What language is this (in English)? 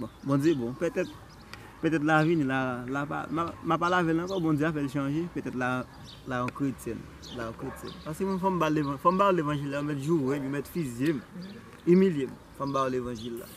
Haitian Creole